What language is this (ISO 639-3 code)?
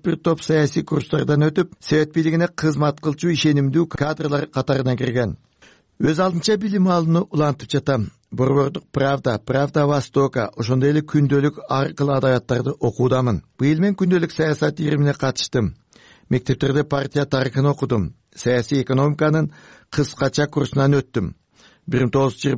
kir